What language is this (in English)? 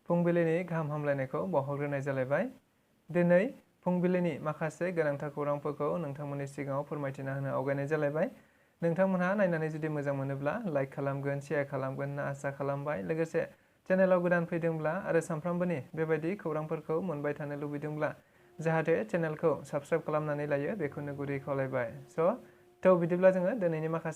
Bodo